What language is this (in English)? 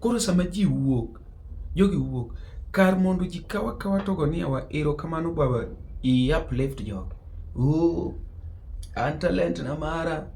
Luo (Kenya and Tanzania)